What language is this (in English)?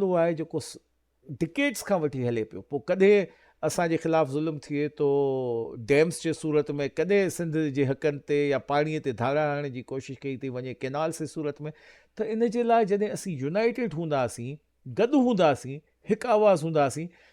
Sindhi